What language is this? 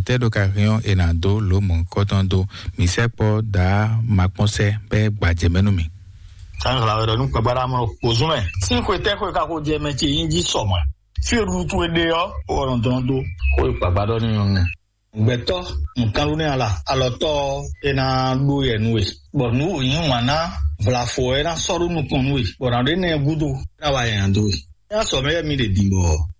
Fon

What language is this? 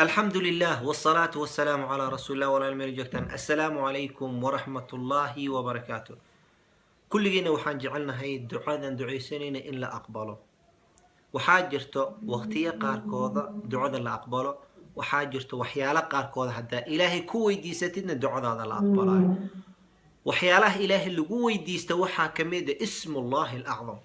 Somali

